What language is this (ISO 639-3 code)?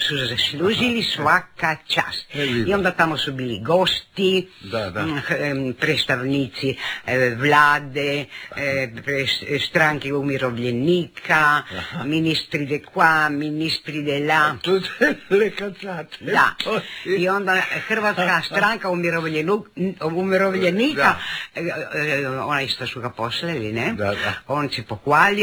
hrv